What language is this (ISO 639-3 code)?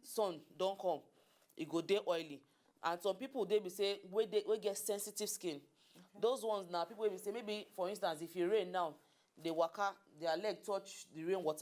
pcm